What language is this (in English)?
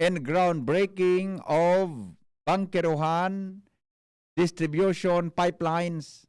Bikol